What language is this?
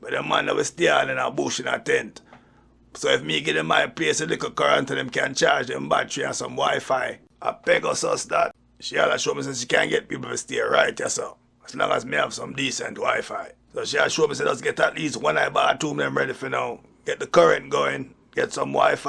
Jamaican Creole English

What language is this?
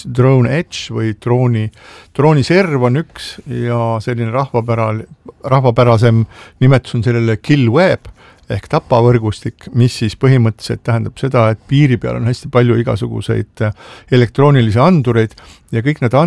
Estonian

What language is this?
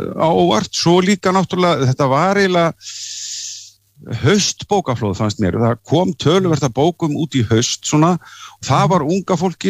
Icelandic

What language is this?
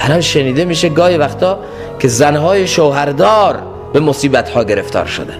Persian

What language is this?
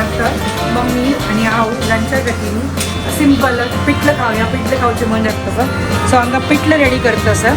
Konkani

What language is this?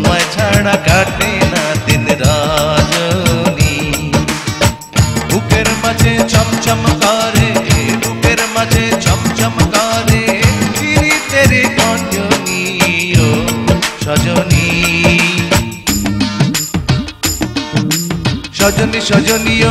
Bangla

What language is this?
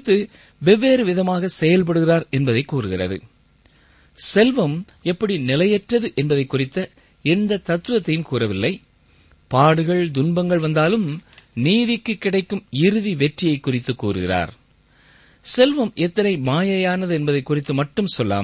Tamil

